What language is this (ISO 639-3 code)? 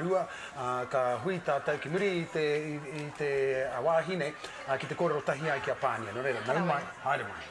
mri